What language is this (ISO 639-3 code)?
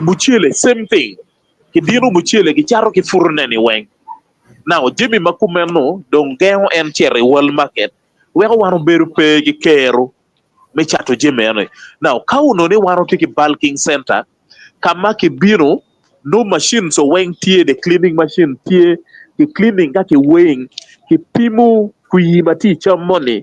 ach